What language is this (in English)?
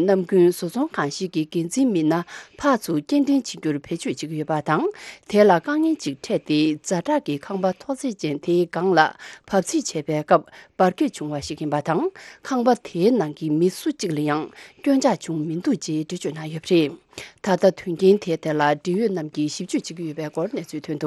Tibetan